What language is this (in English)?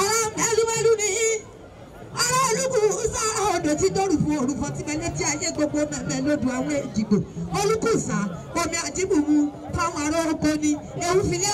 Yoruba